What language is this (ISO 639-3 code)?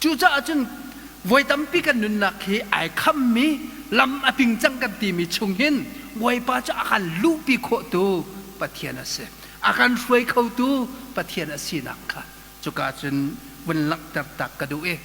cnh